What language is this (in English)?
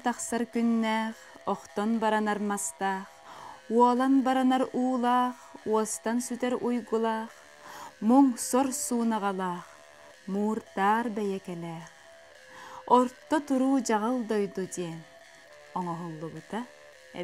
Yakut